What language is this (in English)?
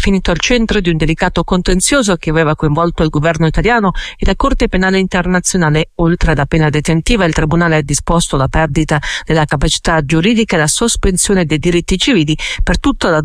Italian